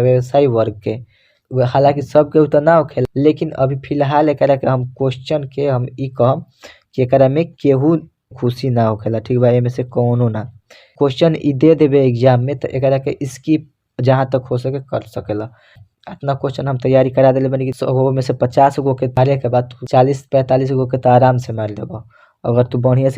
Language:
Bhojpuri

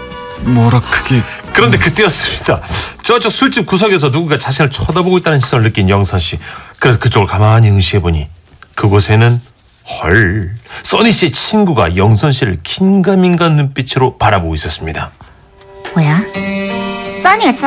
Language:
Korean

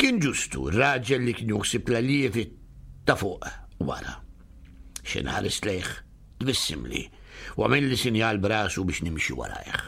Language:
Maltese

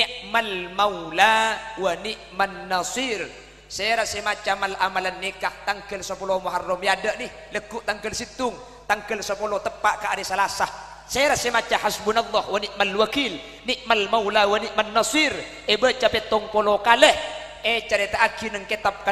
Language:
Madurese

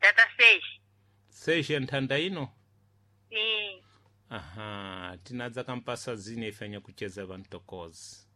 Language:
Sena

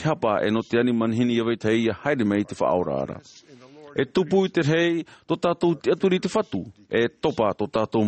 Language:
Tahitian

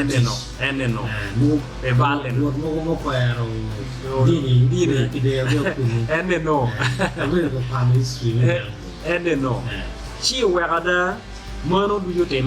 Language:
Acoli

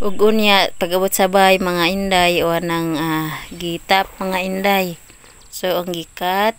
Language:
Cebuano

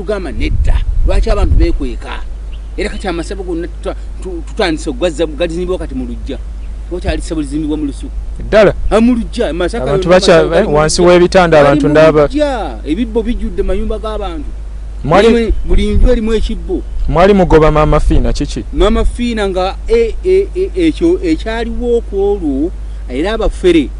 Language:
Ganda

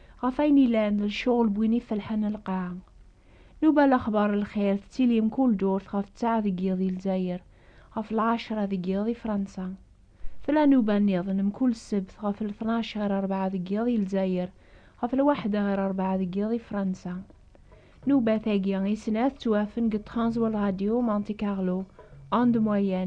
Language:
Kabyle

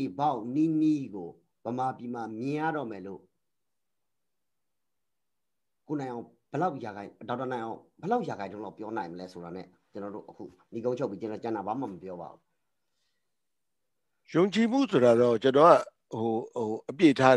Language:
Burmese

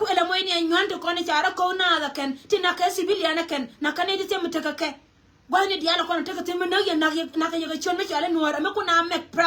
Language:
Nuer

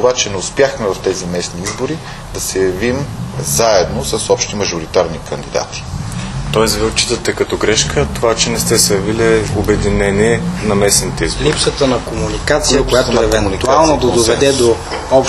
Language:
Bulgarian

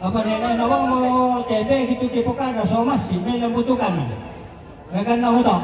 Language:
Toraja-Sa'dan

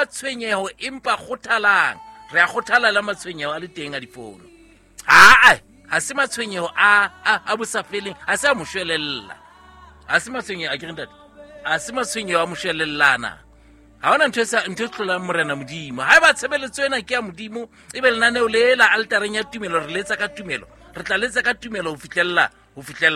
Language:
Southern Sotho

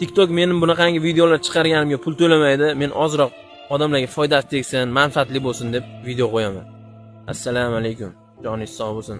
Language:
Uzbek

